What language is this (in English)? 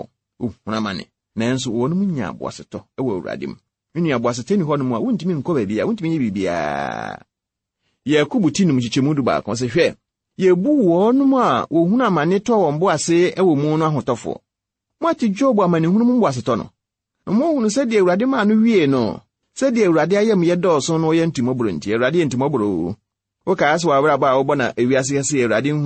Akan